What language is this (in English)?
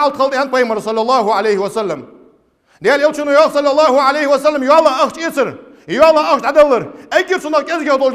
Ingush